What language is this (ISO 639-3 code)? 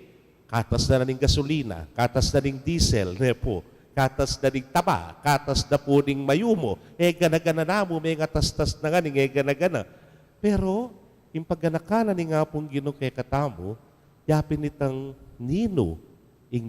pam